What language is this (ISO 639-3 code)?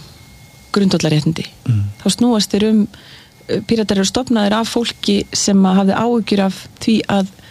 isl